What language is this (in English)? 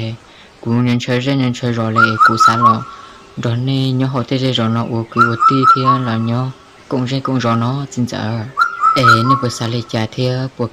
Hmong